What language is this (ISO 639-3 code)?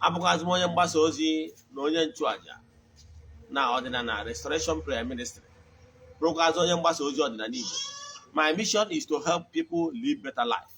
ibo